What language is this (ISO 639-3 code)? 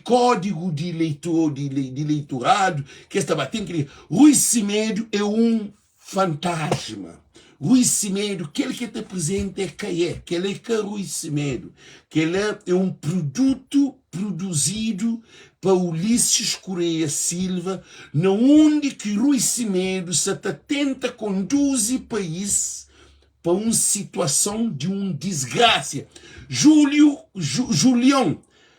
kea